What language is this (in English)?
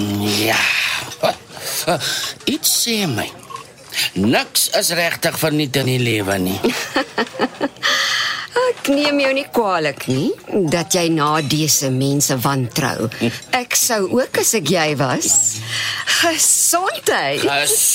Afrikaans